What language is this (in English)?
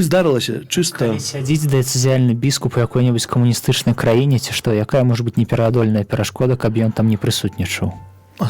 Belarusian